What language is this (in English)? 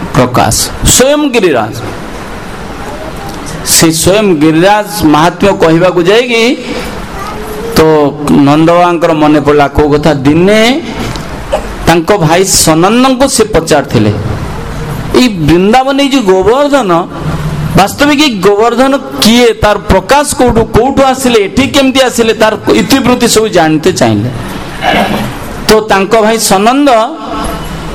Odia